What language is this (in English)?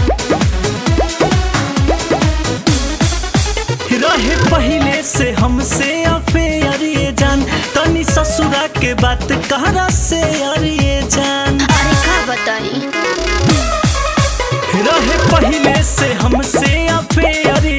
Bhojpuri